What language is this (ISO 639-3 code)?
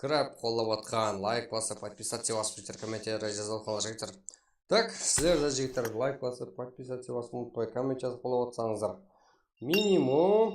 kaa